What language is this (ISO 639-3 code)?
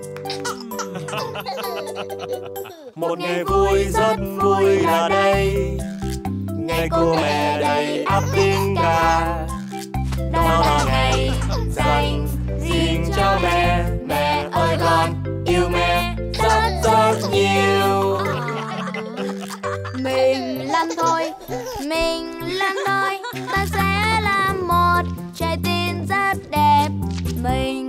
vie